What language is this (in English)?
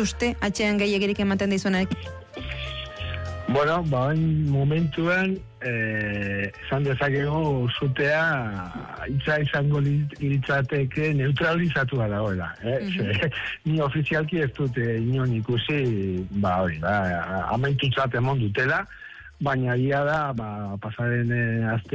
Basque